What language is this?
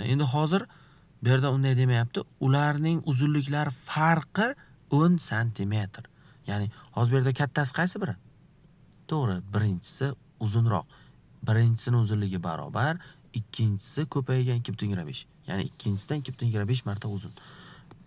Uzbek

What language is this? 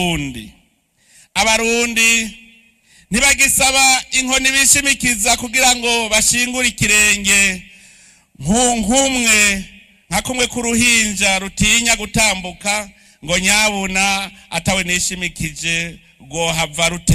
Rundi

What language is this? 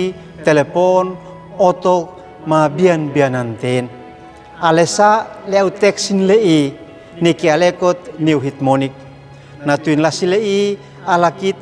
Uab Meto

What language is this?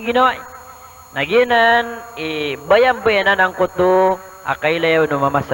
Maranao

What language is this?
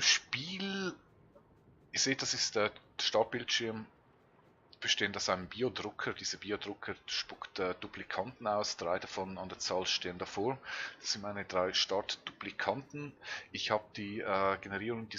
Swiss German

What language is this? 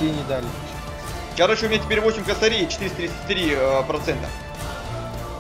Russian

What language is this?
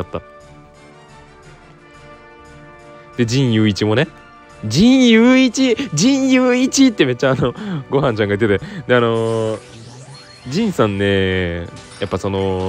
Japanese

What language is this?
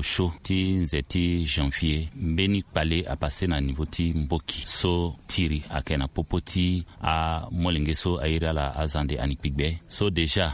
Sango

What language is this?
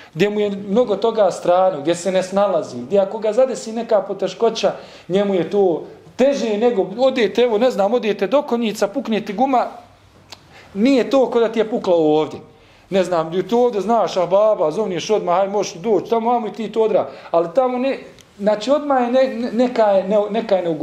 Bosnian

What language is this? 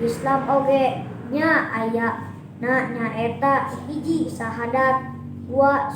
Sundanese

